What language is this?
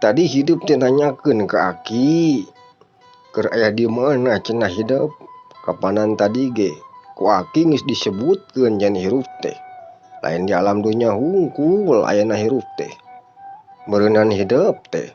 Sundanese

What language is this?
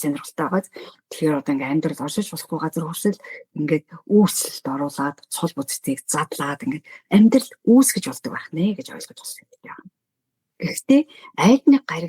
Mongolian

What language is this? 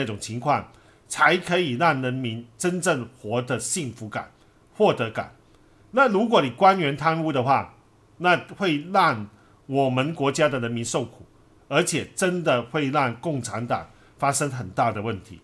Chinese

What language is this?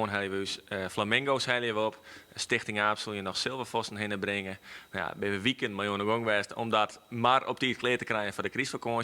Western Frisian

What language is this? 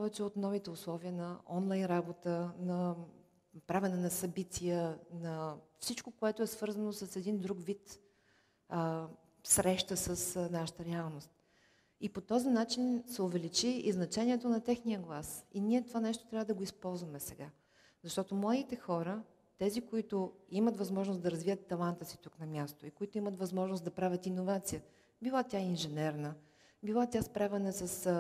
Bulgarian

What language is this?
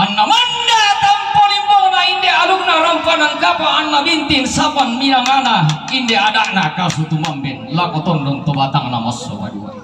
Toraja-Sa'dan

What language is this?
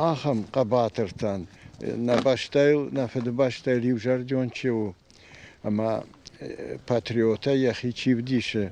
Ossetic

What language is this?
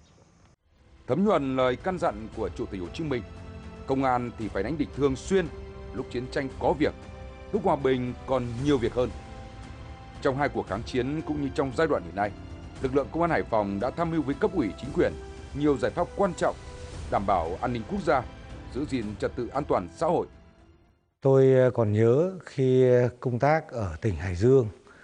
Vietnamese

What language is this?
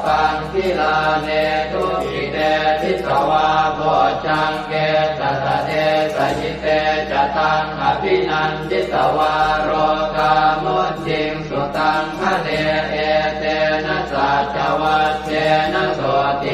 Pali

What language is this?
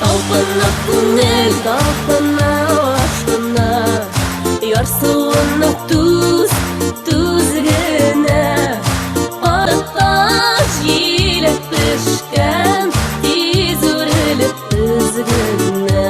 Bashkir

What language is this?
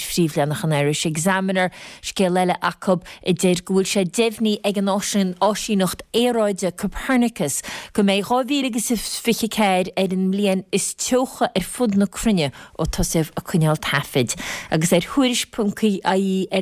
Irish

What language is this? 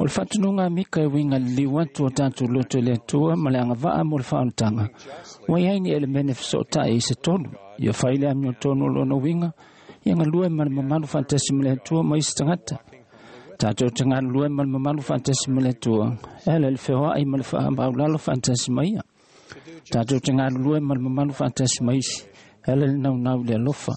Samoan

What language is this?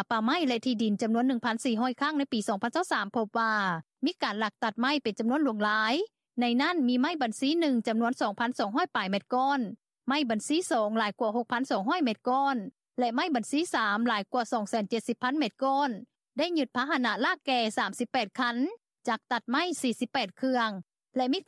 Lao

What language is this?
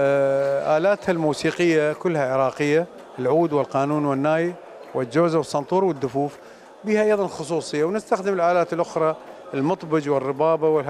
Mesopotamian Arabic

